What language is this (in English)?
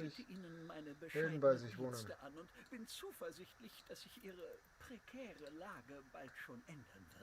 Bavarian